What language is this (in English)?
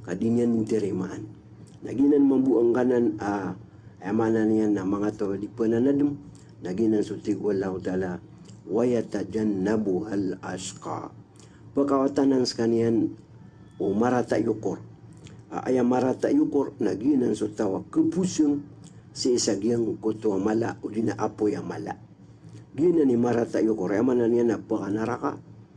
Maranao